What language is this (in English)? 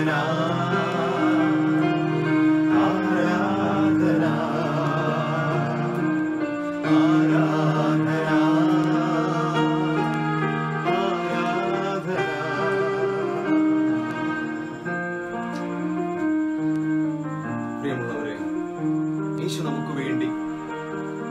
Malayalam